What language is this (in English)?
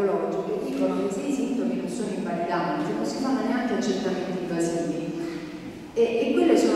Italian